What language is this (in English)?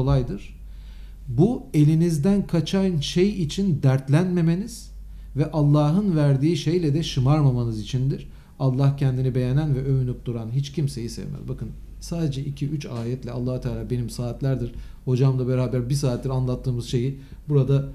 Turkish